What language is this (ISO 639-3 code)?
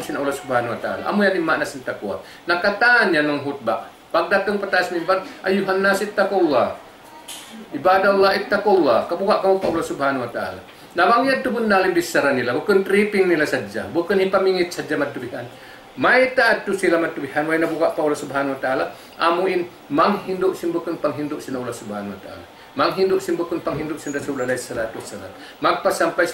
tsg